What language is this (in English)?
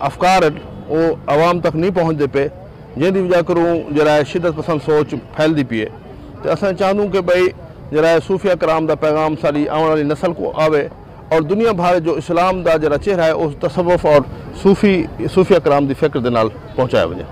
Saraiki